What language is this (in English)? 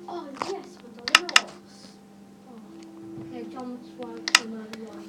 Welsh